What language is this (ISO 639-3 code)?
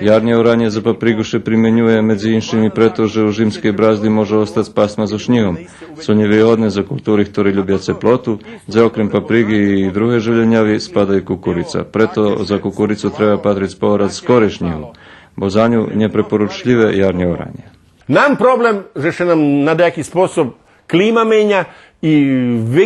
rue